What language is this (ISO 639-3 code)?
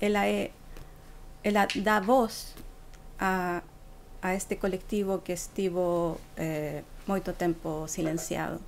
glg